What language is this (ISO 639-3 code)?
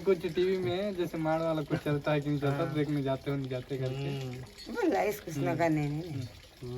hne